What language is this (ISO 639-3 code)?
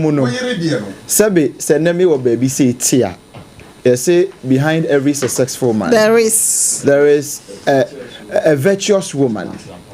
aka